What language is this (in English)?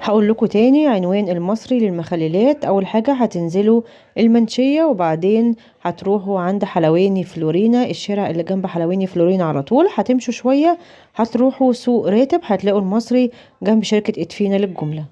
Egyptian Arabic